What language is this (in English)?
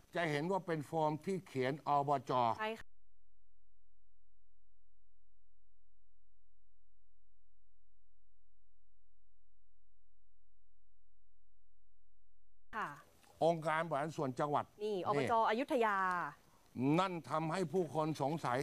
Thai